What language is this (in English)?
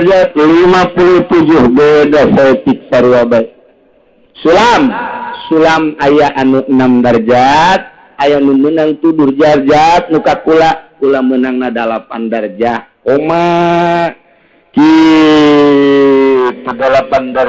Sundanese